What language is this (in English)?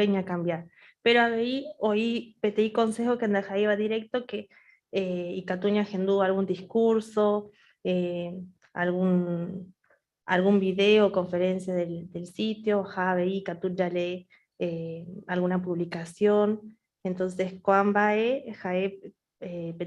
Guarani